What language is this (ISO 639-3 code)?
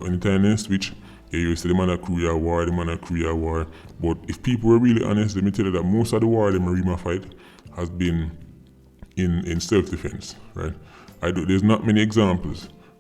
jam